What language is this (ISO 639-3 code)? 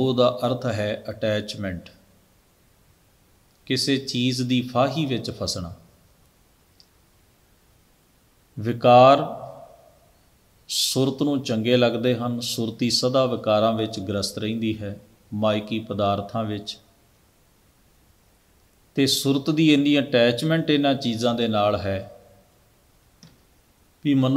pan